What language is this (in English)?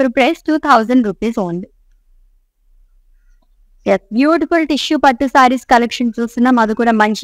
Telugu